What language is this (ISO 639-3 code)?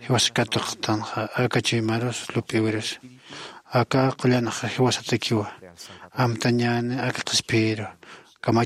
aym